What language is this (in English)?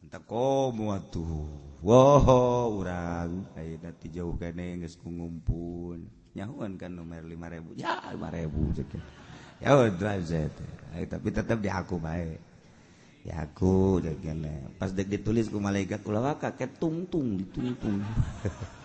Sundanese